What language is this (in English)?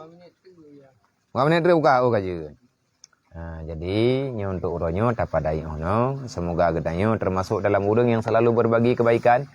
Achinese